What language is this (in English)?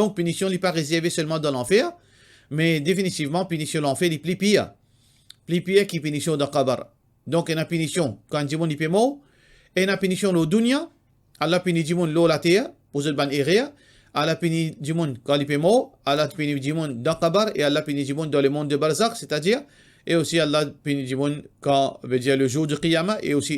Morisyen